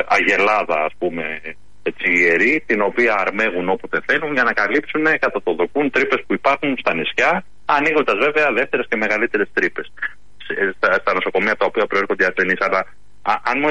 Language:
Greek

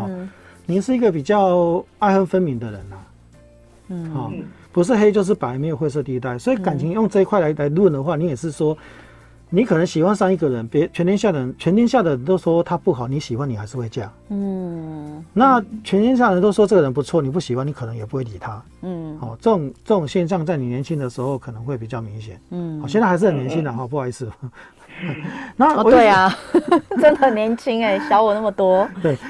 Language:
Chinese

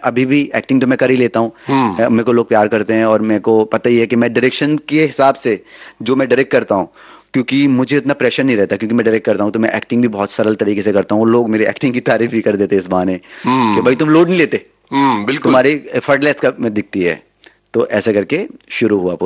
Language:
Hindi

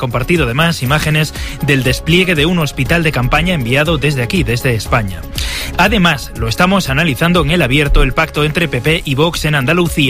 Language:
Spanish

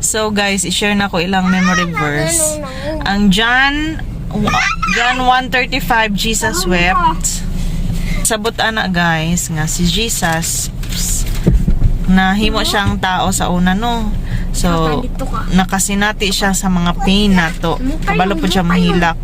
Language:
Cebuano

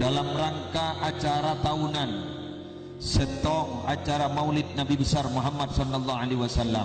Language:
Madurese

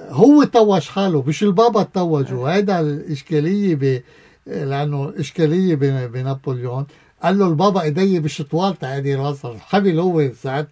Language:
North Levantine Arabic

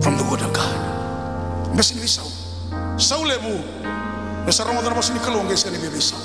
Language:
Fijian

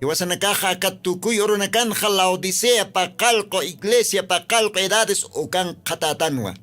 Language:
Aymara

